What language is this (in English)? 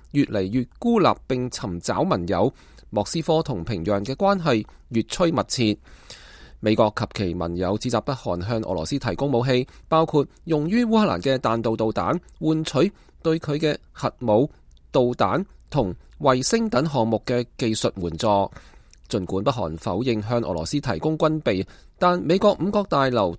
Cantonese